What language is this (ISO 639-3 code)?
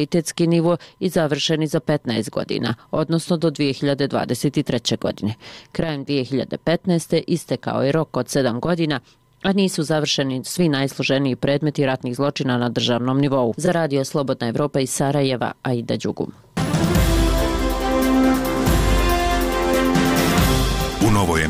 bos